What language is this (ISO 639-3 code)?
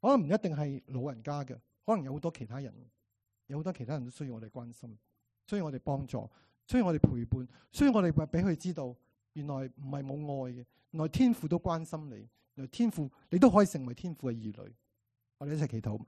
yue